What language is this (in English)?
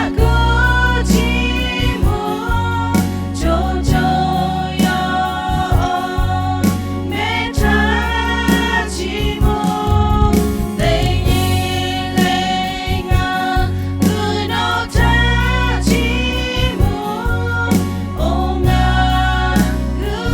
Lahu